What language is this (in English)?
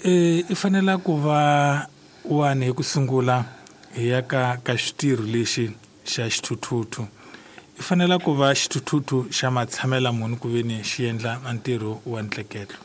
Tsonga